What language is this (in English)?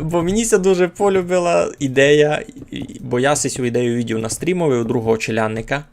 Rusyn